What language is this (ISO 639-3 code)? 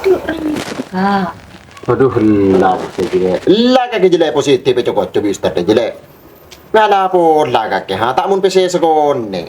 mad